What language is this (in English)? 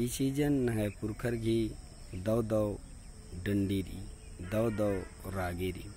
Kurukh